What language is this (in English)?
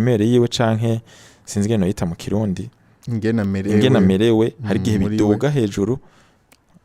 Rundi